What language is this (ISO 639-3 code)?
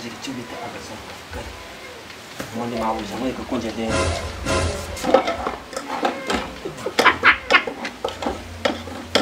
kin